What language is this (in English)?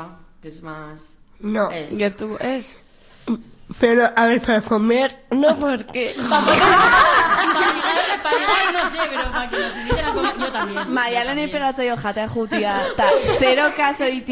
Basque